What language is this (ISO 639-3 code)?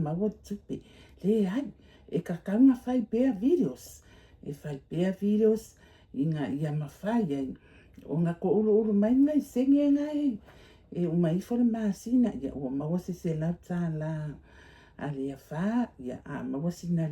smo